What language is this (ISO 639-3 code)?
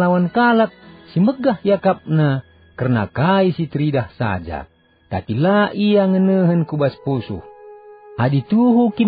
btx